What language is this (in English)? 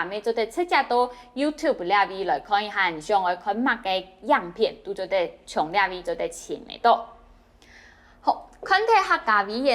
Hakka Chinese